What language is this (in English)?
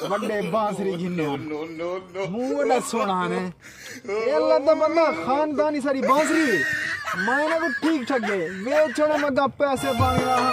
Saraiki